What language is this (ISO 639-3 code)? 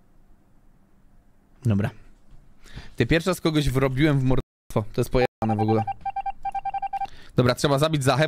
pol